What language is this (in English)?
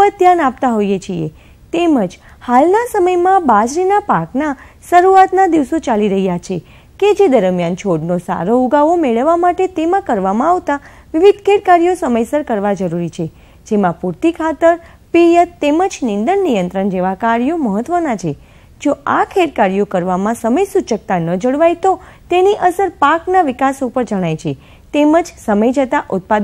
Gujarati